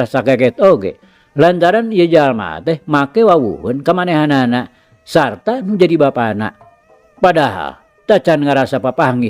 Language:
Sundanese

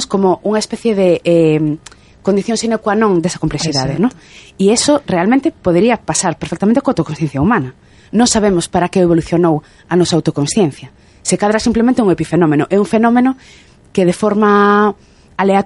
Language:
Galician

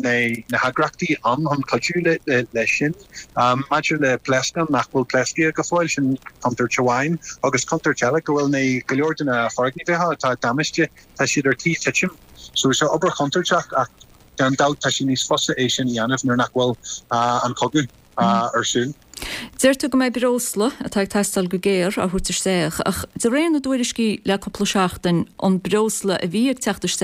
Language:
Irish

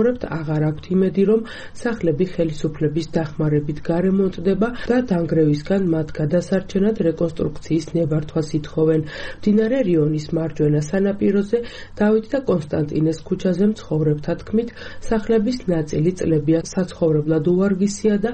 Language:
Georgian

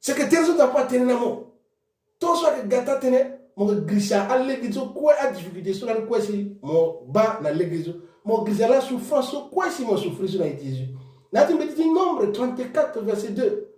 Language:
Sango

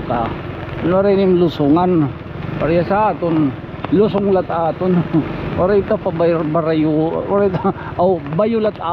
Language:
Waray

